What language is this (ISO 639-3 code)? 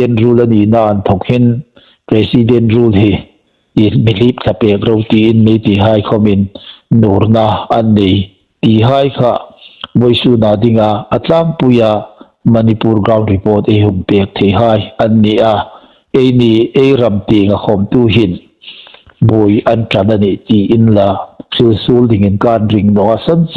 hmr